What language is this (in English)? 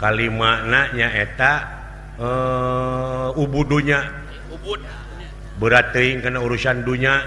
Sundanese